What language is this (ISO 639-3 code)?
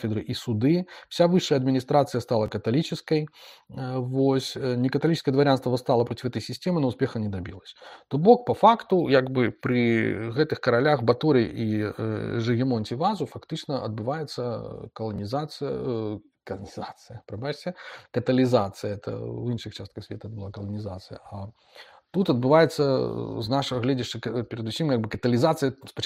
bel